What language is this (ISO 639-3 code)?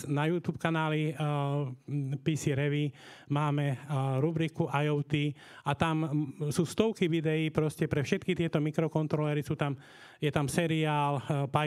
slk